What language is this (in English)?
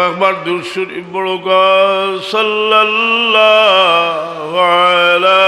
Sylheti